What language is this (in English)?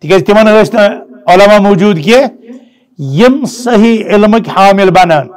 Kashmiri